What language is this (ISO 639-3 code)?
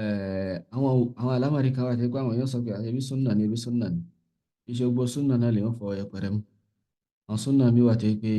yor